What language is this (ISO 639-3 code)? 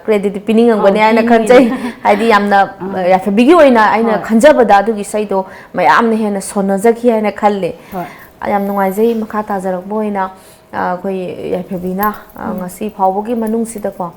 mni